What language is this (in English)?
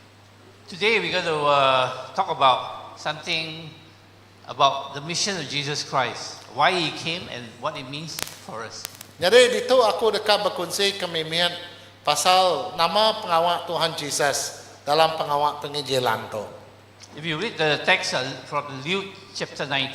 Iban